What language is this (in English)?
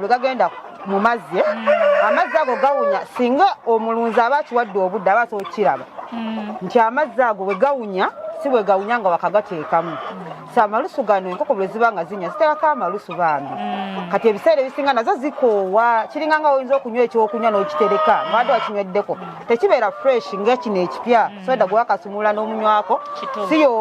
Ganda